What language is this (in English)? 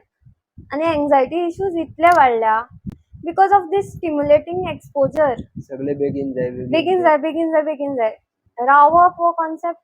Konkani